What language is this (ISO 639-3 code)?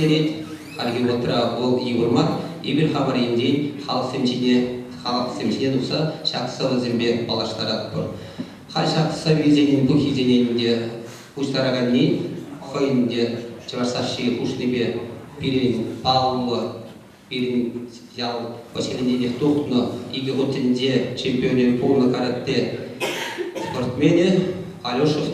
chv